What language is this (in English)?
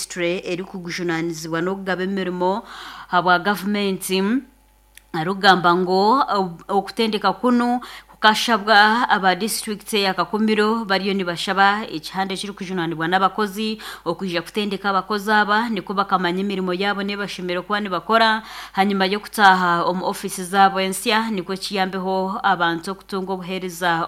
Nyankole